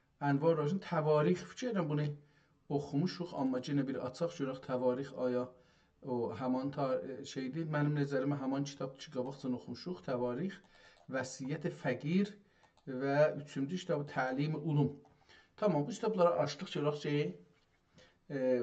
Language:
South Azerbaijani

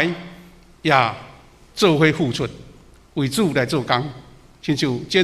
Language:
Min Nan Chinese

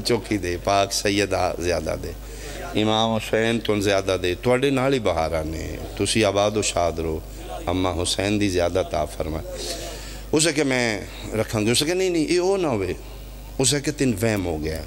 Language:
Pahari-Potwari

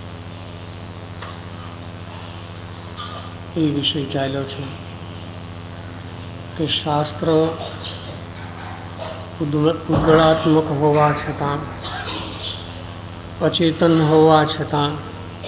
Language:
Gujarati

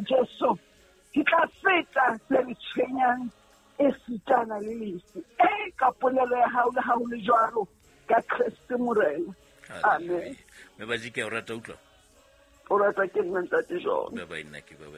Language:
Southern Sotho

